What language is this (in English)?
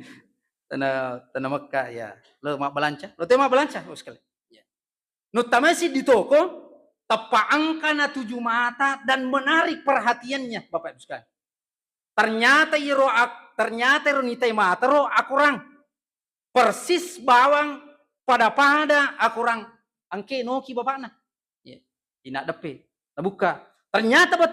Buginese